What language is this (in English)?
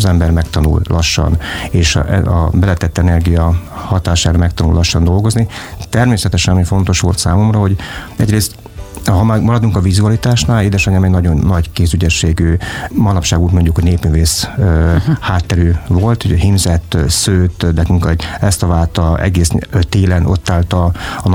Hungarian